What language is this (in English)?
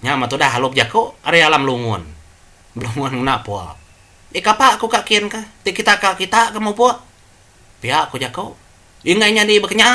Iban